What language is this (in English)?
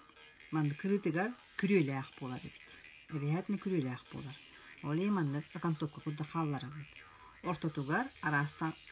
Yakut